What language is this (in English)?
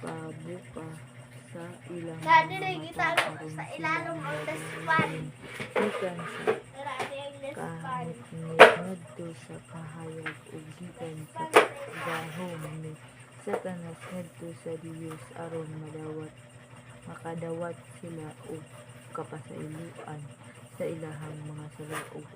Cebuano